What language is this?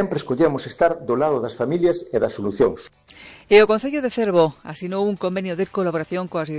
Galician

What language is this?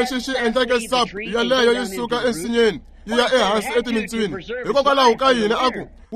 Tsonga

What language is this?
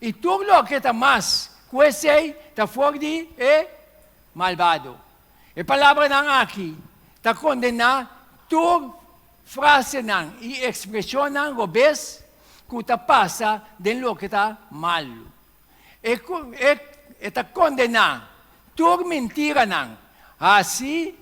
Papiamento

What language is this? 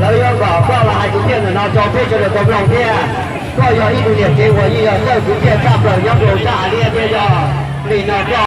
Hmong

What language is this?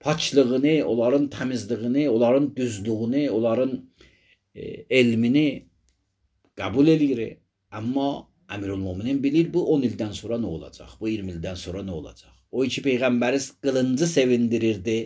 Azerbaijani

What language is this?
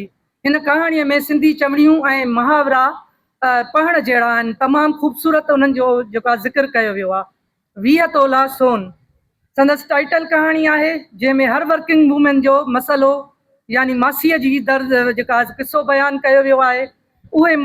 Sindhi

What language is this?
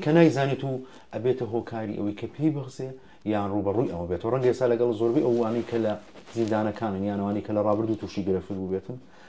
Central Kurdish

